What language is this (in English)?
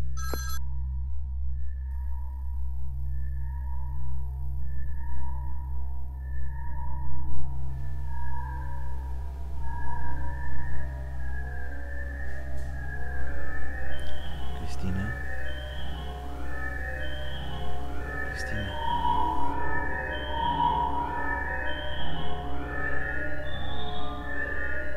German